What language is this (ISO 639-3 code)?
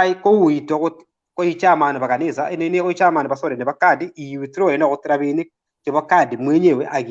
kln